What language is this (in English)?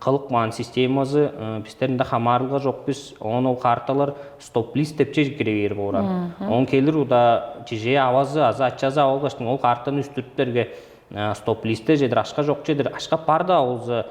Tuvinian